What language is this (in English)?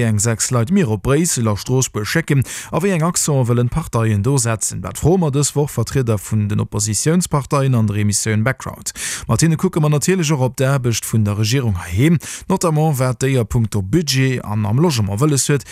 Luxembourgish